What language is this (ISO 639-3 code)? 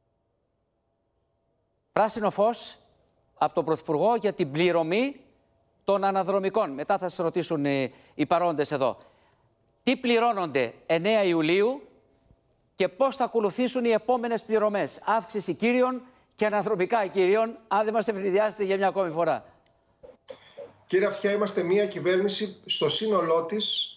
ell